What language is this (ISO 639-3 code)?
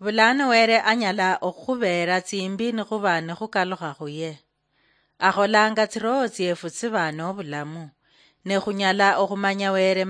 luy